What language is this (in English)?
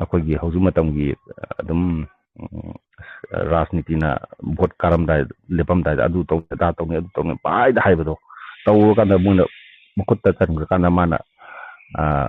Manipuri